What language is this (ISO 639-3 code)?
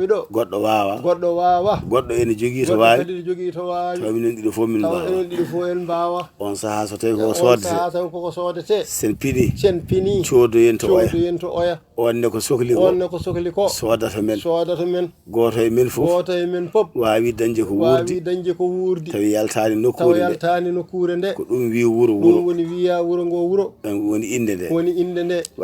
ful